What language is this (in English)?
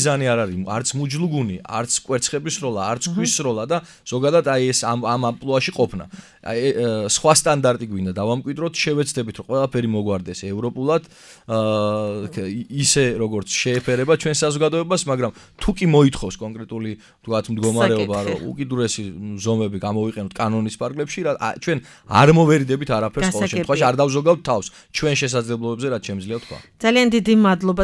Georgian